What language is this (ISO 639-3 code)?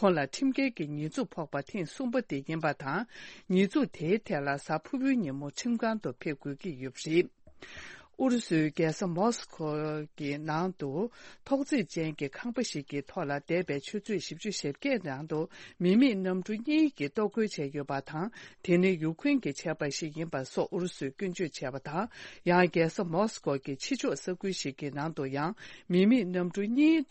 bod